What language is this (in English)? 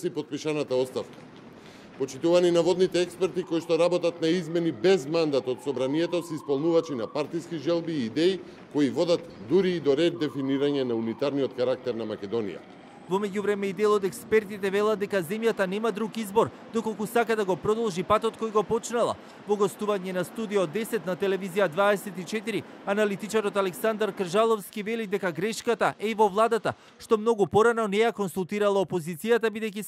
Macedonian